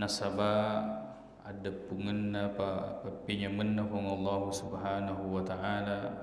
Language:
Buginese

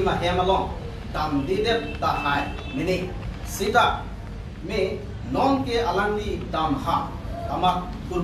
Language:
Karbi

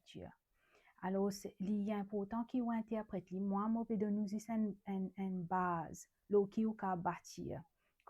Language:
Morisyen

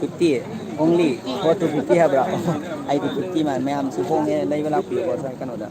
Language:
Manipuri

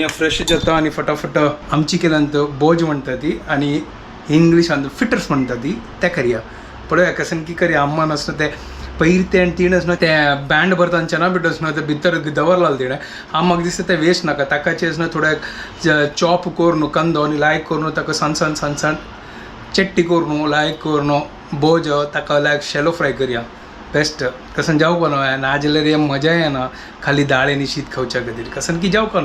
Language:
Konkani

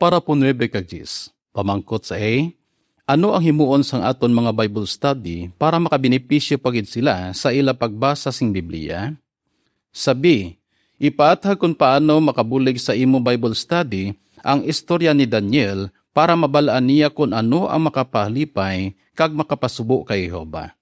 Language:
Hiligaynon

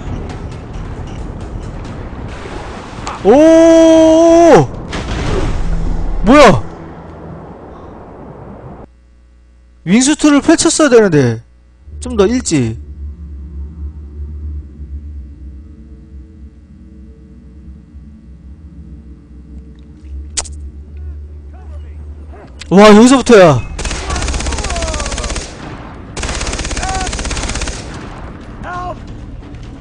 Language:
Korean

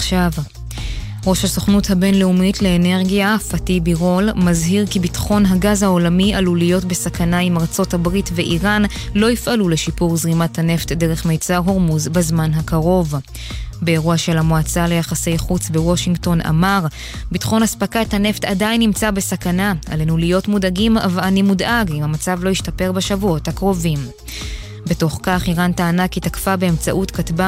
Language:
Hebrew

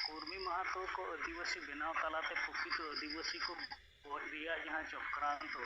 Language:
Santali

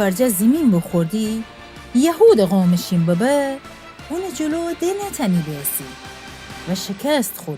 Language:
Gilaki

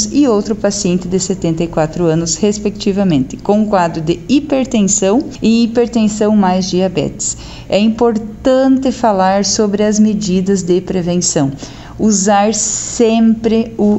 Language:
Portuguese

